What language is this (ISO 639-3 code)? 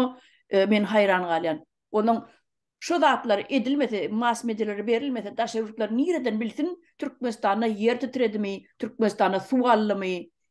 tuk